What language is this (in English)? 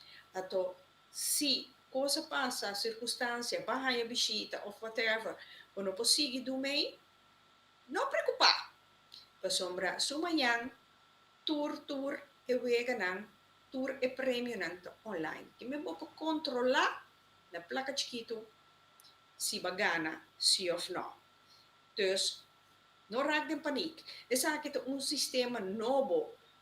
Papiamento